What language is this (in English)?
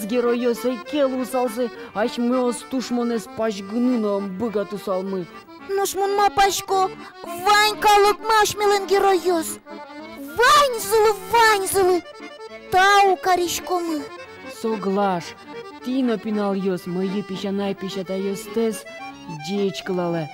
Udmurt